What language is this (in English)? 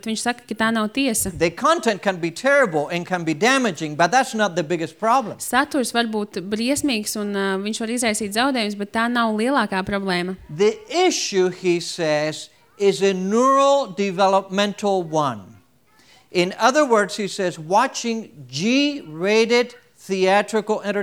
Latvian